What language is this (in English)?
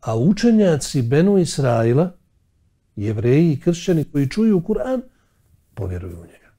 Bosnian